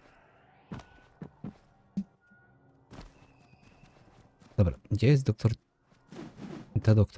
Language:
Polish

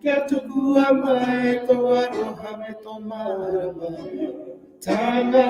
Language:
Māori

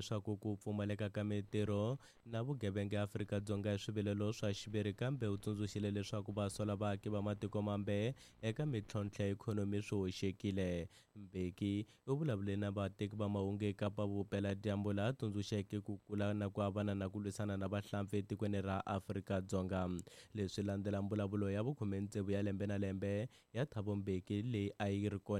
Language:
Tsonga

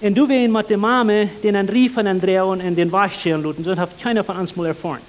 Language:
Plautdietsch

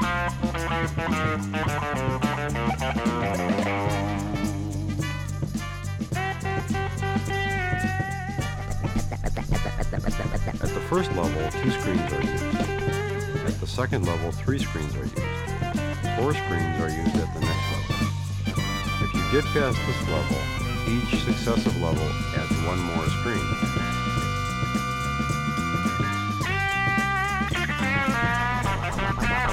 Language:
English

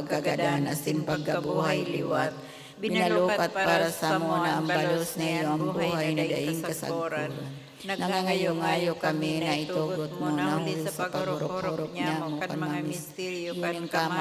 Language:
Bikol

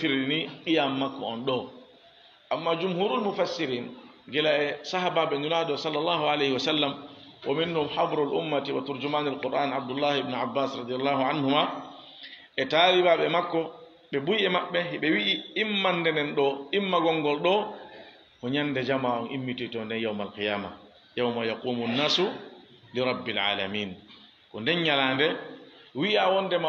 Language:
Fula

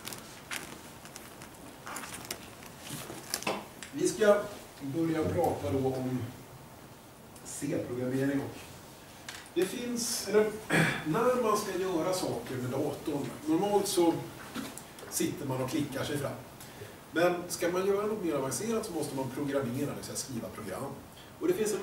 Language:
Swedish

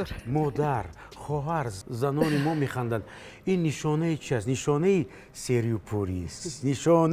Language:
Tajik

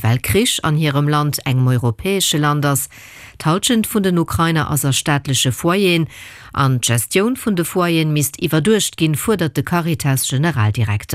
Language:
Luxembourgish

